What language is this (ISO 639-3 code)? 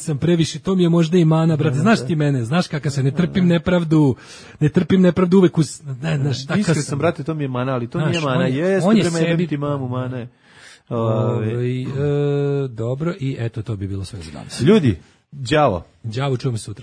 srp